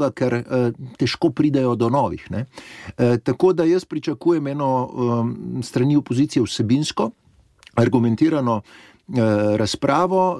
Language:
Slovenian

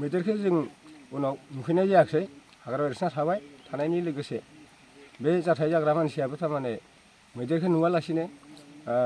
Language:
Bodo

